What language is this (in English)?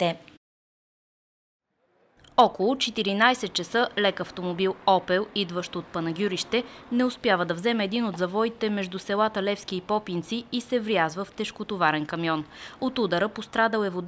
Bulgarian